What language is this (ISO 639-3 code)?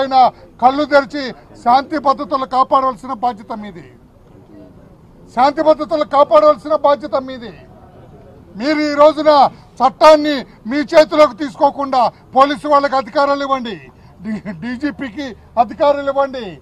tel